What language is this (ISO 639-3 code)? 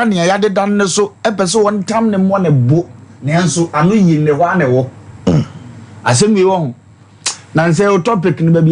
aka